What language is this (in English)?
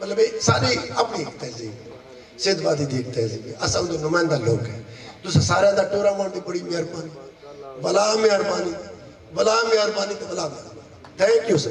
Saraiki